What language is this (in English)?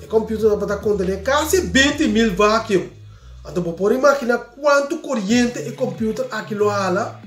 Papiamento